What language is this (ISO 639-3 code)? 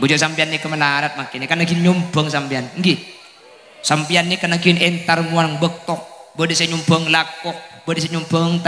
mad